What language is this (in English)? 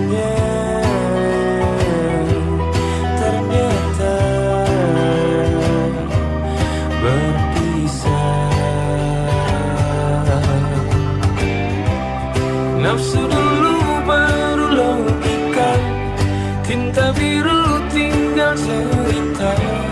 Indonesian